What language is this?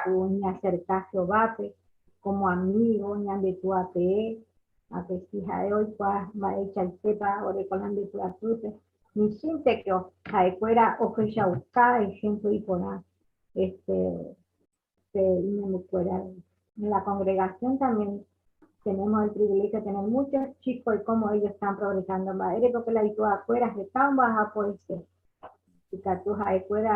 Guarani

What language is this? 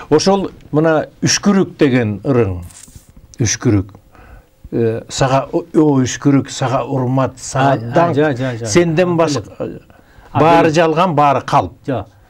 Kyrgyz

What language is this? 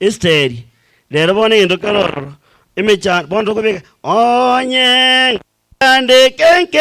Gusii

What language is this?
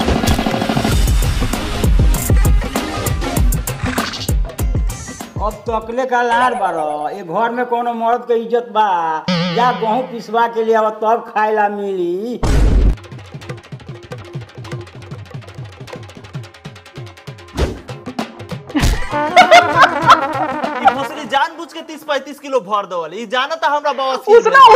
Bhojpuri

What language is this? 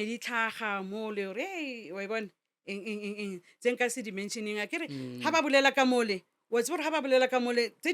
Northern Sotho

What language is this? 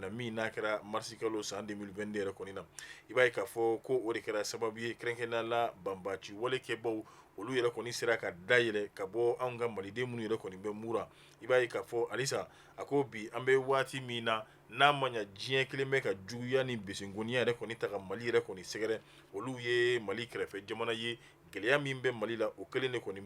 Bambara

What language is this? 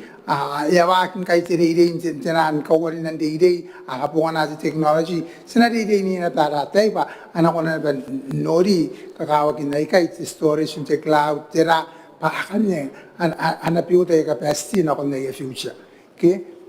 Gilbertese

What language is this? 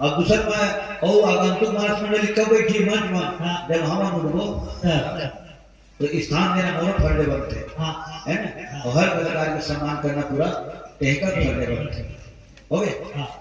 Chhattisgarhi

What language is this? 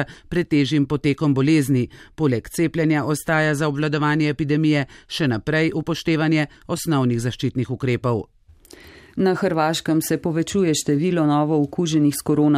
Slovenian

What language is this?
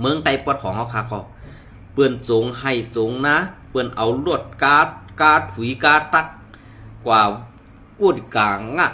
Shan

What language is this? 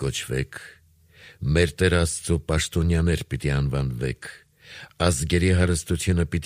Armenian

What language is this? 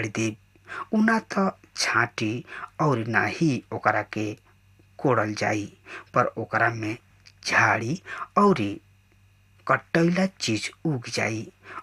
Bhojpuri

